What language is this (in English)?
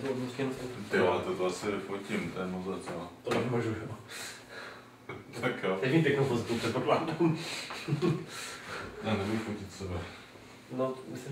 Czech